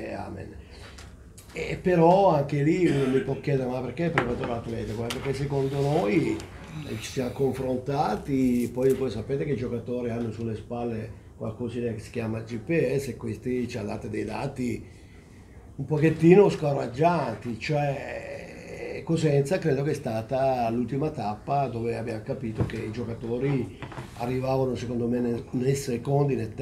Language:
Italian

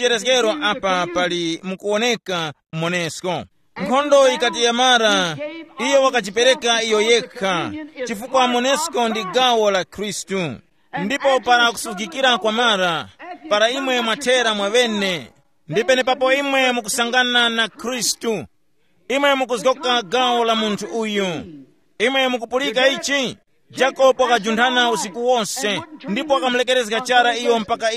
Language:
Tumbuka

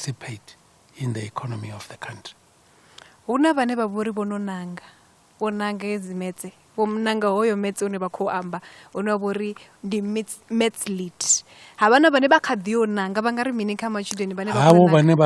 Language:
Venda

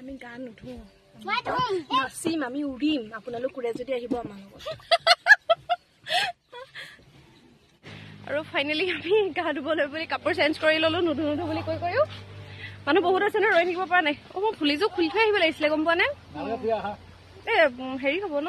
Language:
Assamese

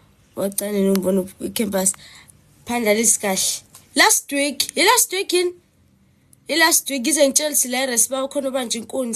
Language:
Zulu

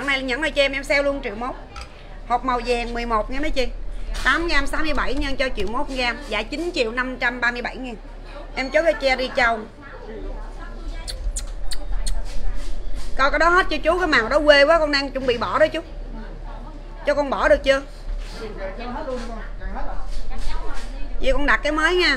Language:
Vietnamese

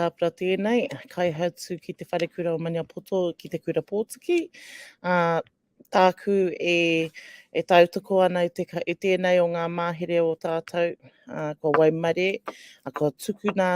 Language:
Māori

